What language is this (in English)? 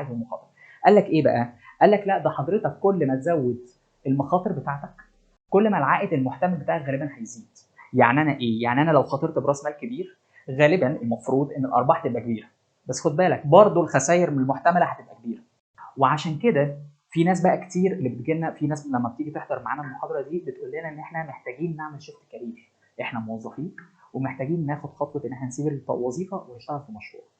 Egyptian Arabic